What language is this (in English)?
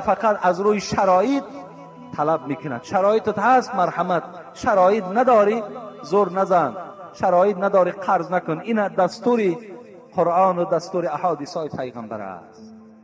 Tajik